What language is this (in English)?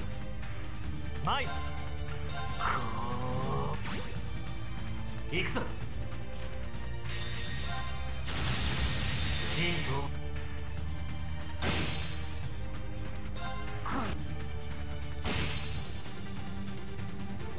Japanese